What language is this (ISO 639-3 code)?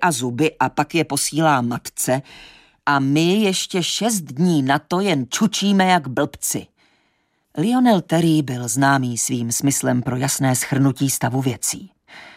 ces